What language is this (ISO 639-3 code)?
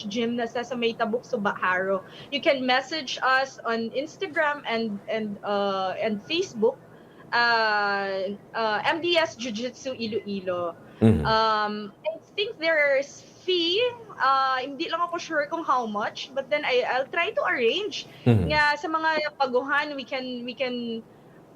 hil